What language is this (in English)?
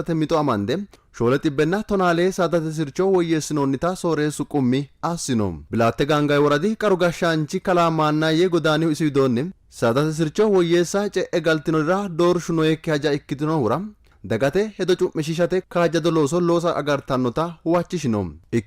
Sidamo